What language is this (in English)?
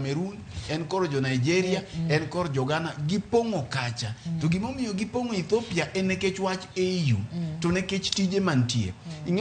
Luo (Kenya and Tanzania)